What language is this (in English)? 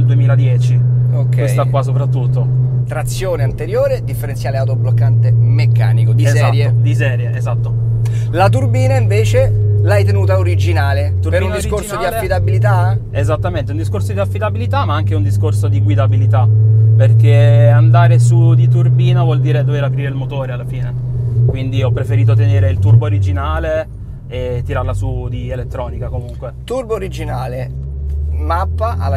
Italian